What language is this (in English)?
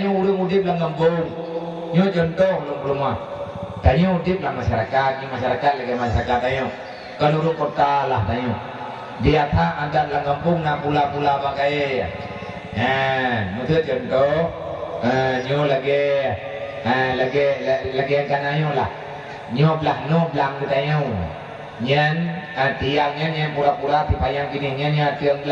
Achinese